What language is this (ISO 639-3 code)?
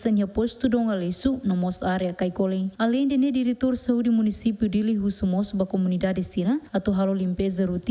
tet